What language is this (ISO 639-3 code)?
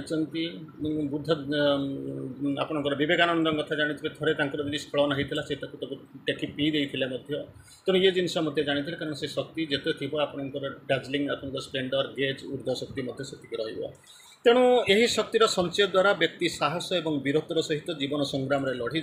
ori